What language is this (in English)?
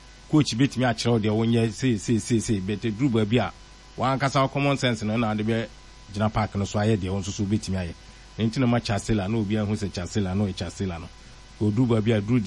Akan